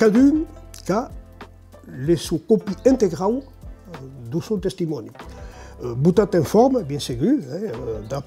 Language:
Occitan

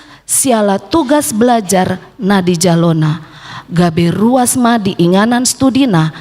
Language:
Batak Toba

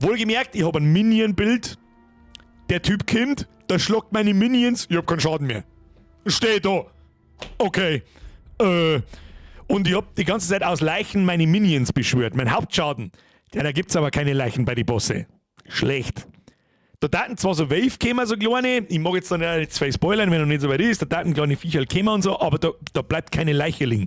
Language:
Bavarian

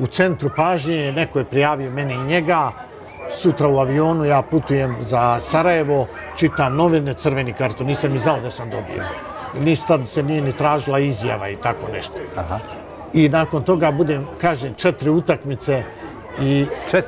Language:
Bosnian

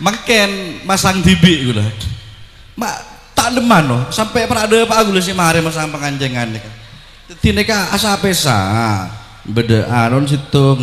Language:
Madurese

